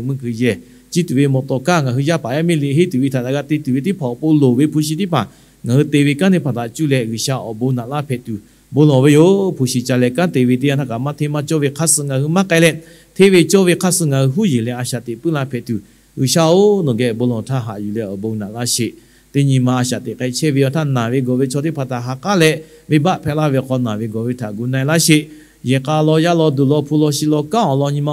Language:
Lahu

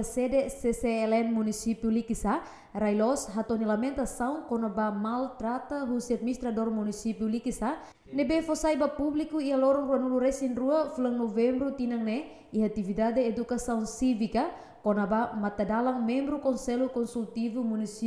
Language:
Tetum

